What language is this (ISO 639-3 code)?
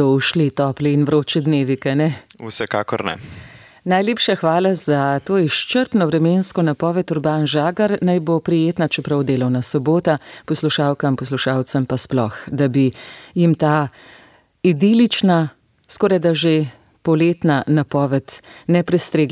slv